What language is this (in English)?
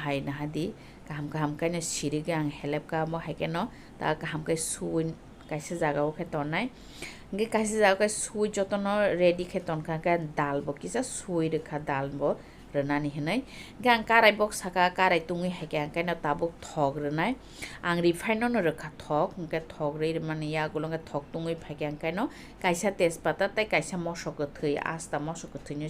Kok Borok